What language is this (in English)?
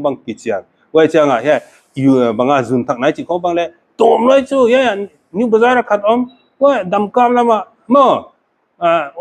Paite Chin